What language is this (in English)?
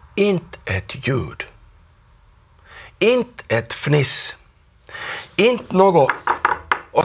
Swedish